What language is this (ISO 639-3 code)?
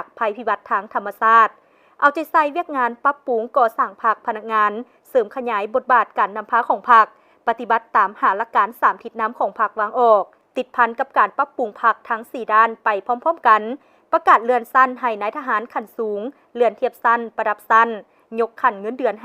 lao